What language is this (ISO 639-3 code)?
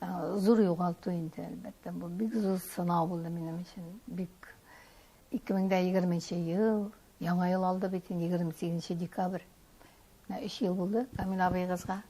tat